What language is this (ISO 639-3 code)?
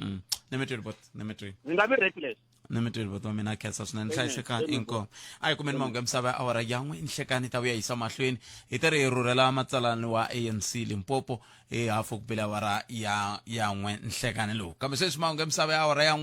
tso